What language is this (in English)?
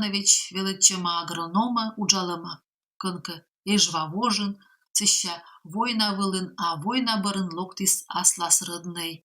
Komi